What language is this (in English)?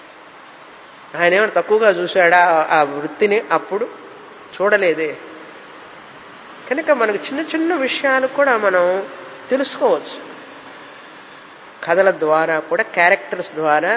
Telugu